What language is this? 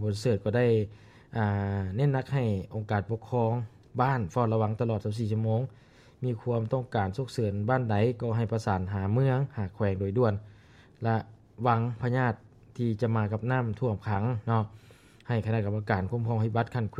Lao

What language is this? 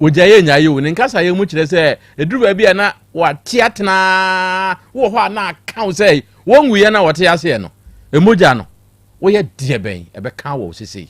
Akan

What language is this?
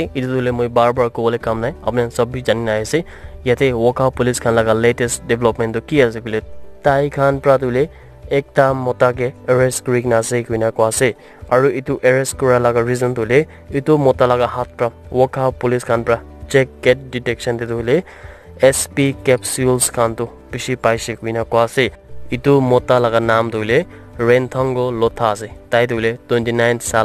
Naga Pidgin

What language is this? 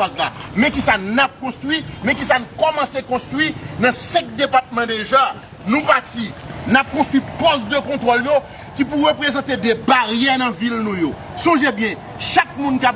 Haitian Creole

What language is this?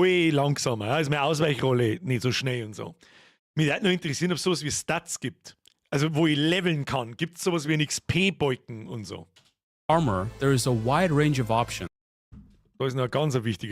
Bavarian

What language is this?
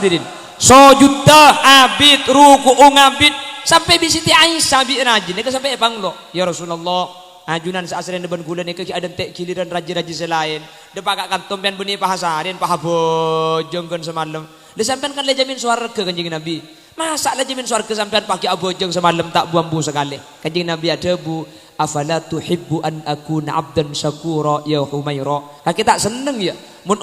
Madurese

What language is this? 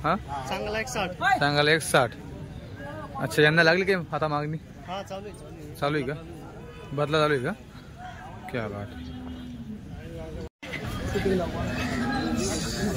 Marathi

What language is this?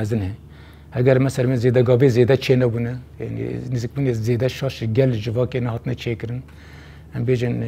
Kurdish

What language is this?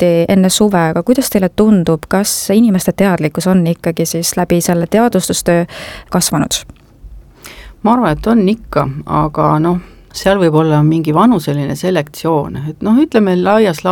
Estonian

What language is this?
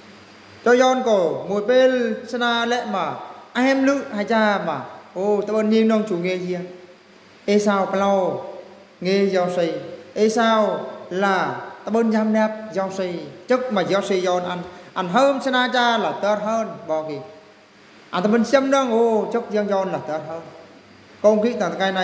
Eastern Bru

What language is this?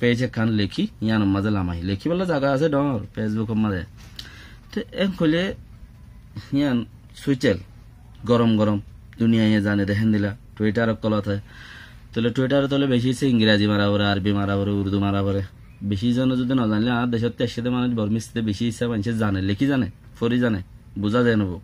Rohingya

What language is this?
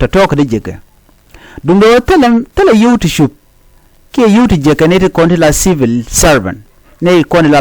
Nuer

